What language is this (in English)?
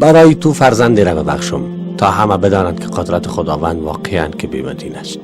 Persian